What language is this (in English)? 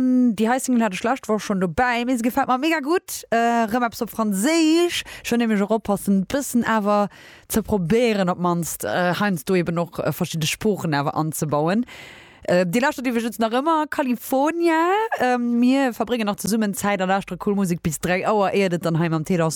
Luxembourgish